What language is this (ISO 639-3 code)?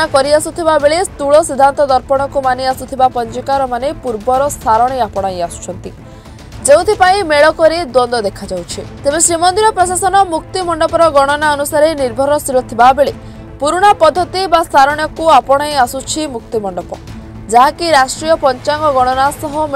ori